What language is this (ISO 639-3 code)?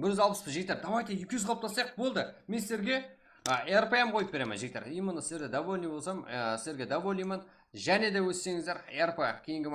kaa